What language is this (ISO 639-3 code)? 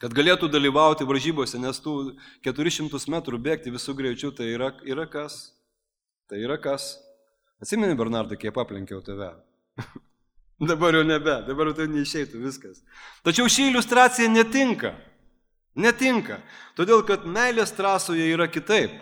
lit